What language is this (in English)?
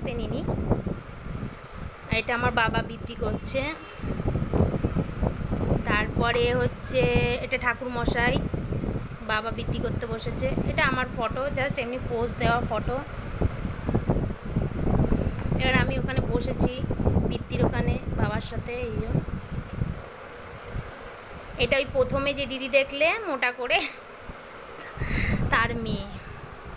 Bangla